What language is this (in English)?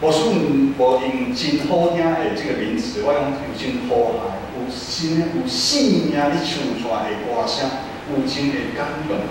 Min Nan Chinese